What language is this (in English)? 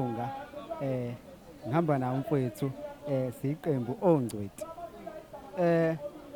Zulu